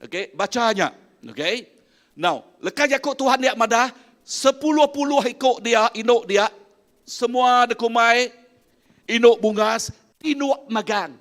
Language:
Iban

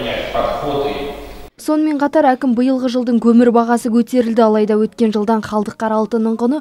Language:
Kazakh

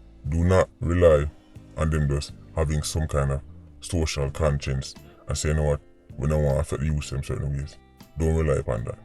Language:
Jamaican Creole English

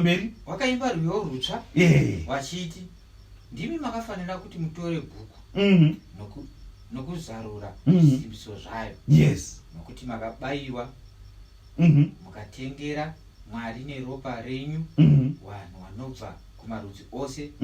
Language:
Shona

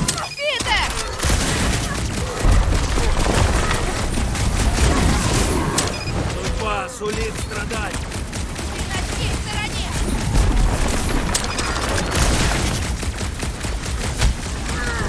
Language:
Russian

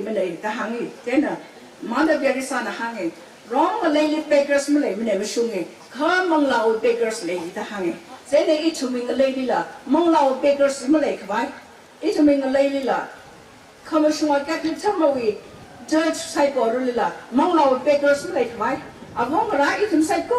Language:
Tangkhul Naga (India)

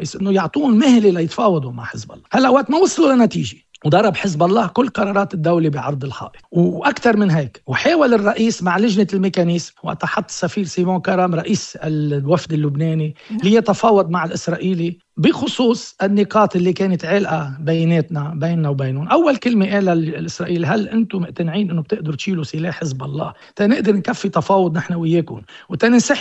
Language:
North Levantine Arabic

